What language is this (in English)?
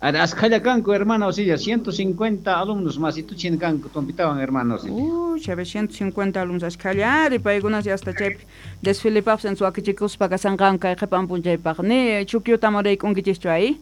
South Bolivian Quechua